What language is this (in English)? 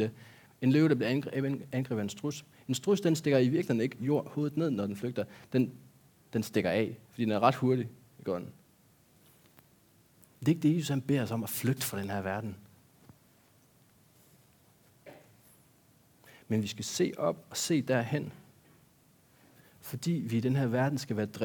Danish